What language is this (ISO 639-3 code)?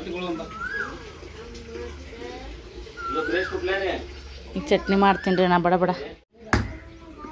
kan